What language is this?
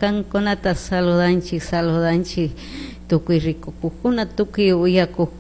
Chimborazo Highland Quichua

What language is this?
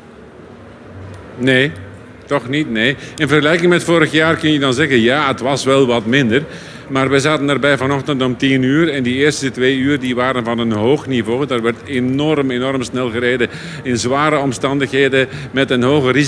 Dutch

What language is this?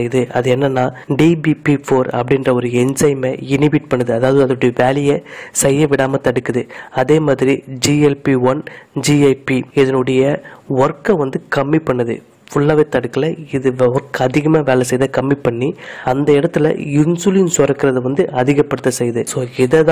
Tamil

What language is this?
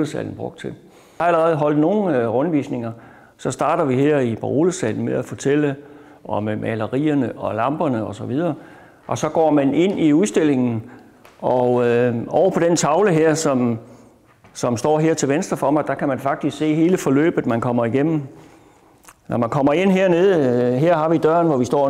Danish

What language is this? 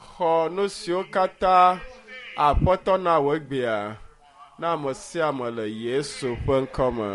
Ewe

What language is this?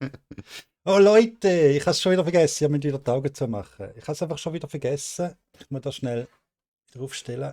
Swiss German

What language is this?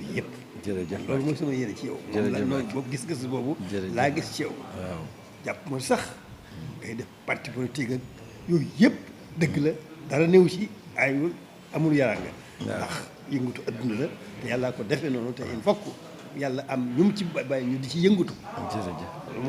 Wolof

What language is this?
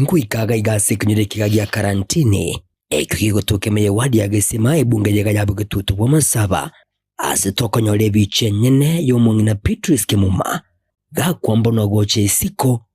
Gusii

